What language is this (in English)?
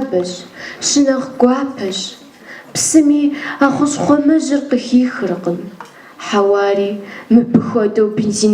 Kabardian